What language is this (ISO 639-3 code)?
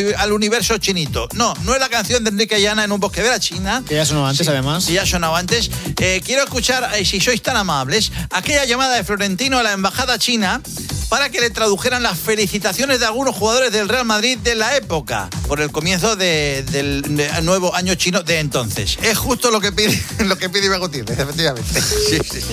spa